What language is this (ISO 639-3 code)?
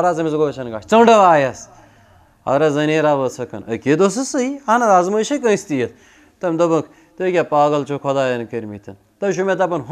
kas